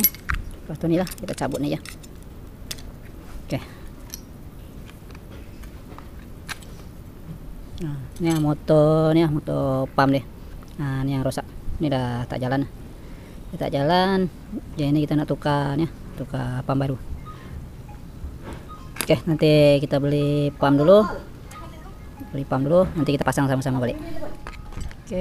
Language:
Malay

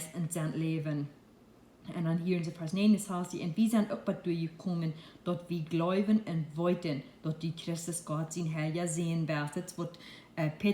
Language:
Plautdietsch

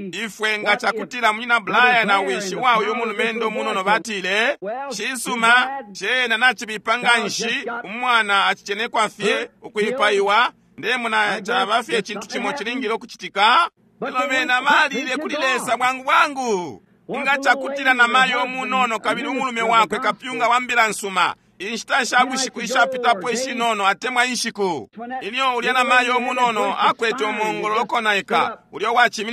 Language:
Bemba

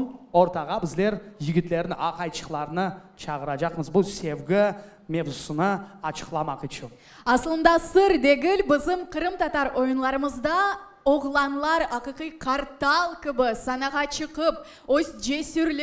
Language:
Crimean Tatar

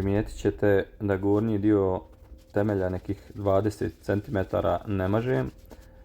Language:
Serbian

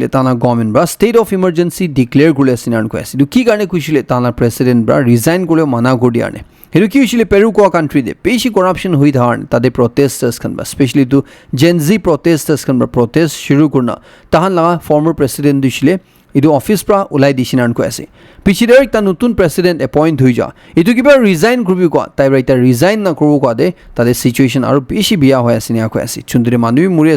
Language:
Naga Pidgin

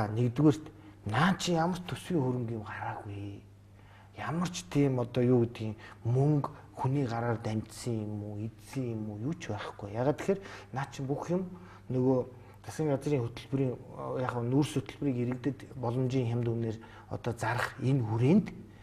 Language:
Mongolian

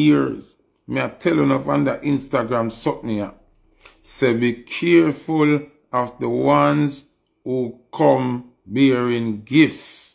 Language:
Jamaican Creole English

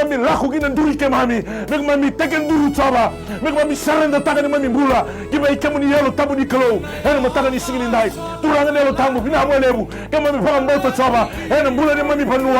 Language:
Fijian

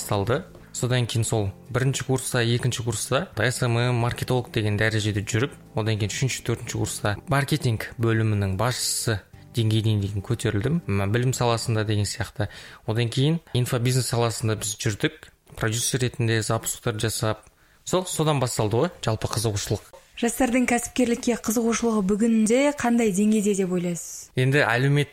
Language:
Kazakh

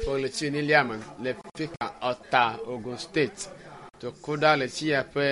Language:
Ewe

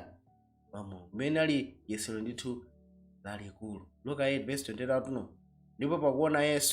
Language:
Nyanja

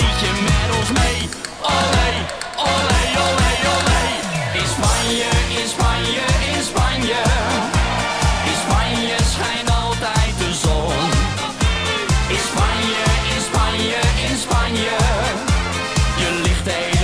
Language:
Dutch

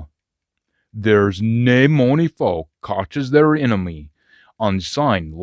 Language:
Scots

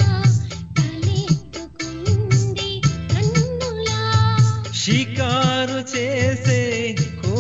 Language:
Telugu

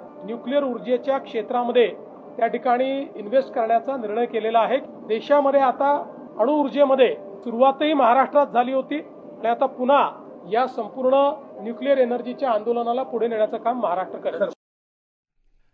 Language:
Marathi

